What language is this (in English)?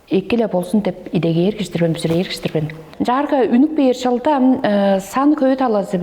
Tuvinian